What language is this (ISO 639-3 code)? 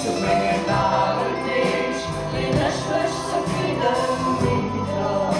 ltz